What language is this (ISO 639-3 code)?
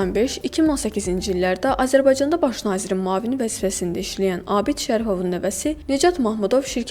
aze